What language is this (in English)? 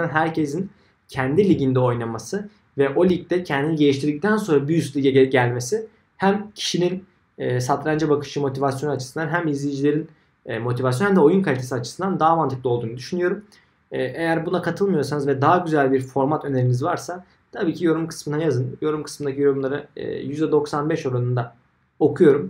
Turkish